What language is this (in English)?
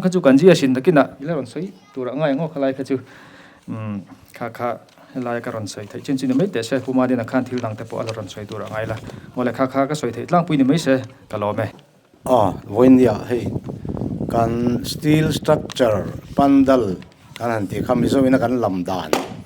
Mizo